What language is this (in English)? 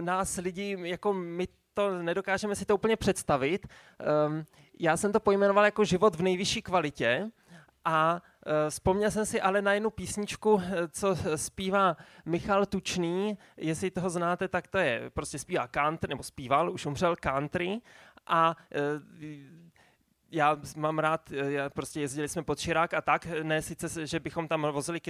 Czech